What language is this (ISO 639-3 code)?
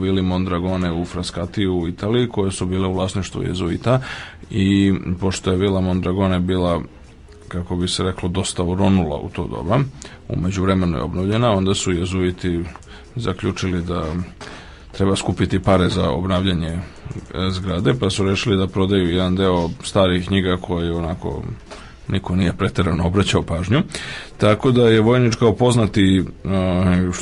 srp